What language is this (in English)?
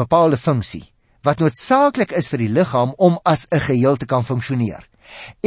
Afrikaans